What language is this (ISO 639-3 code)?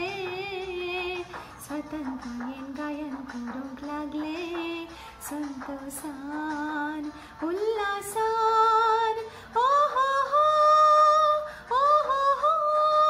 kok